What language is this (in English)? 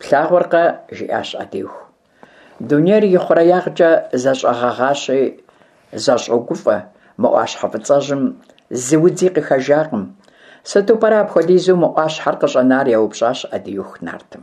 Kabardian